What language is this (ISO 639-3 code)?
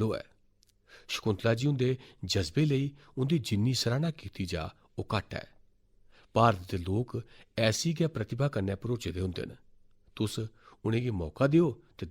doi